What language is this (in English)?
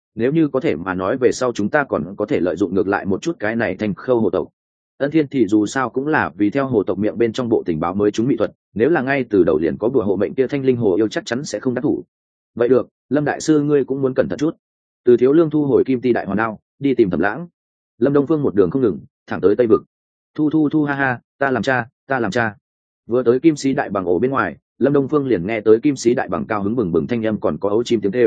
Vietnamese